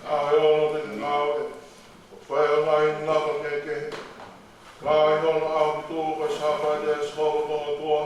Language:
Tongan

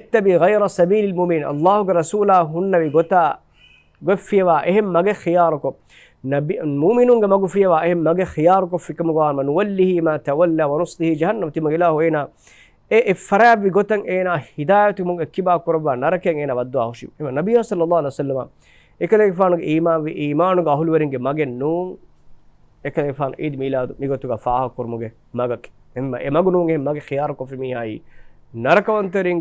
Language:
Divehi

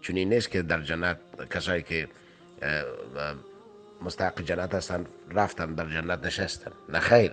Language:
Persian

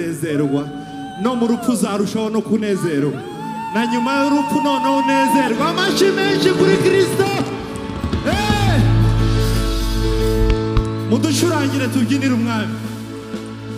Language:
Kinyarwanda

